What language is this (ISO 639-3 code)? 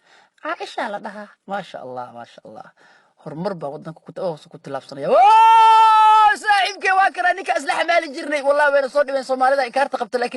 som